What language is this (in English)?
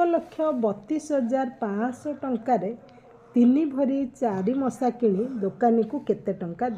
Odia